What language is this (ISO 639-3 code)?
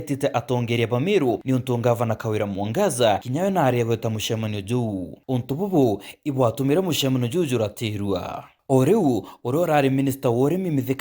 mer